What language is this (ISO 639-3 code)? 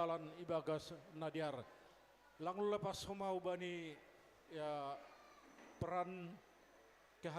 bts